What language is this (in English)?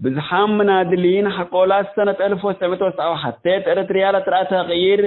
Tigre